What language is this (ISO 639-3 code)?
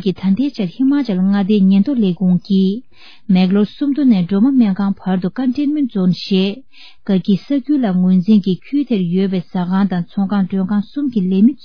bod